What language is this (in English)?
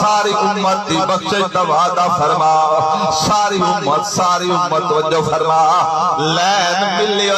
Saraiki